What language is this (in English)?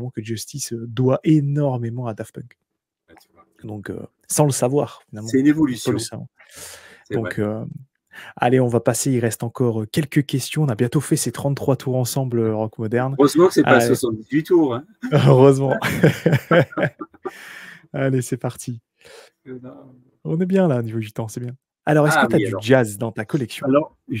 French